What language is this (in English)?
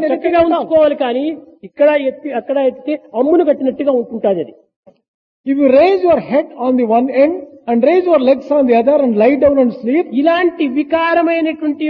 Telugu